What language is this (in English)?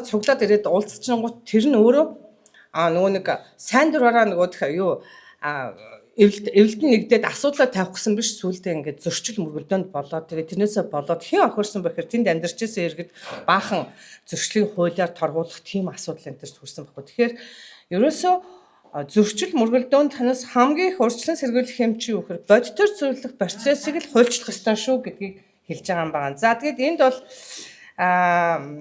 Mongolian